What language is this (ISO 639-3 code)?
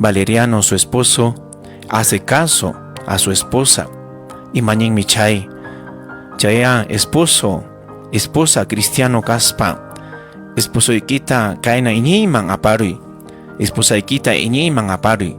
quy